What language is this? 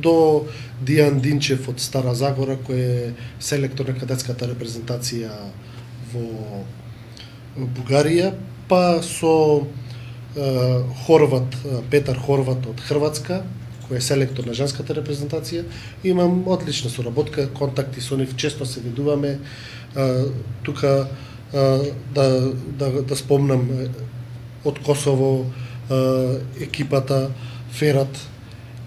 Macedonian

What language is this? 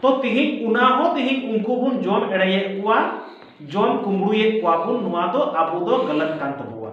Santali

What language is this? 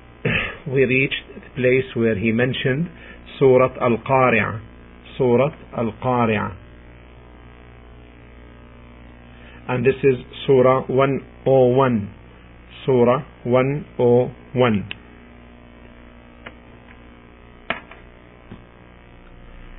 English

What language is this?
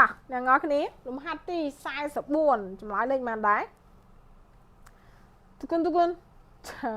Khmer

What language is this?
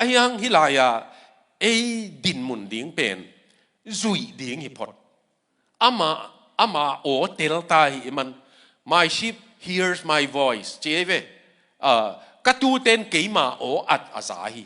Tedim Chin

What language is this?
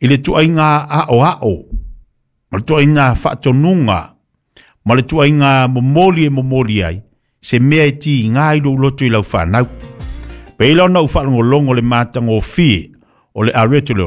Samoan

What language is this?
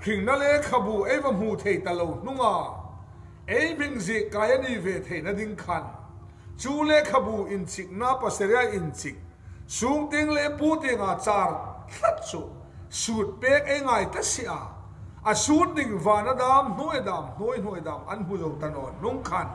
Hmar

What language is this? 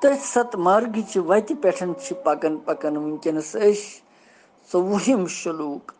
Kashmiri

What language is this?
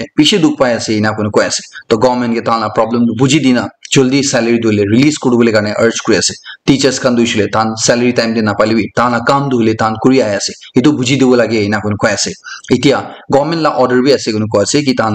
Naga Pidgin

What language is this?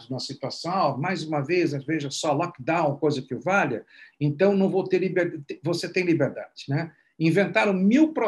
Portuguese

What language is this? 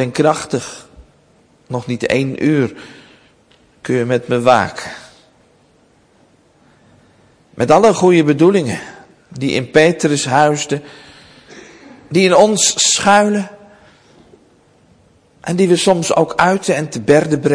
Dutch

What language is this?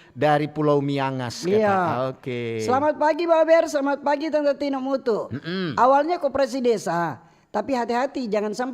Manado Malay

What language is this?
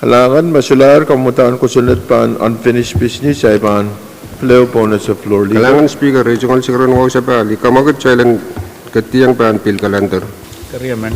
Pohnpeian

